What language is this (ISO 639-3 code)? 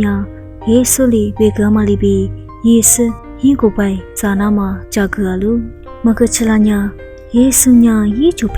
lis